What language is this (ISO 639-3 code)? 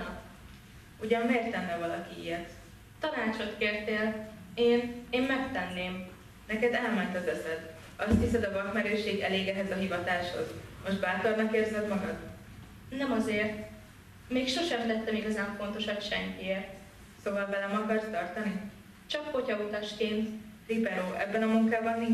hun